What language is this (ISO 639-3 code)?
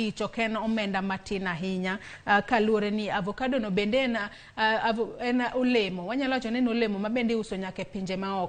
luo